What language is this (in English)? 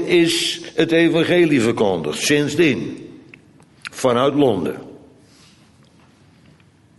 Dutch